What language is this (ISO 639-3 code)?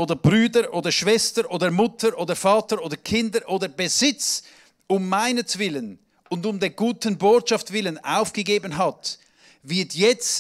gsw